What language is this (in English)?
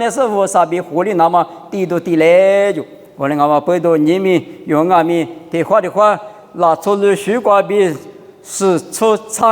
Lisu